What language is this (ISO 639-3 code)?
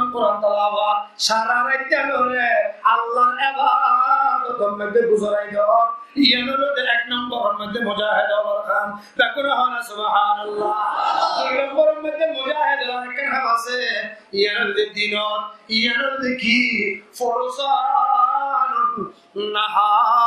rhg